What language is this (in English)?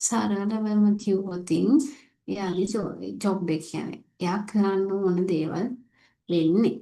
Sinhala